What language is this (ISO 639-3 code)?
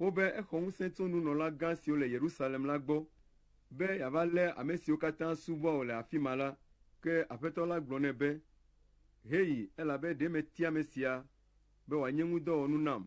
ewe